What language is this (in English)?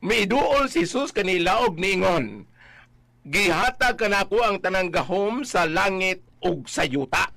Cebuano